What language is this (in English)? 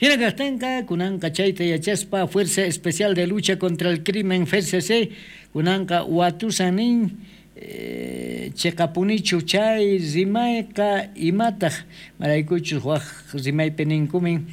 South Bolivian Quechua